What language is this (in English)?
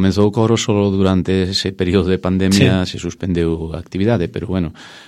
Galician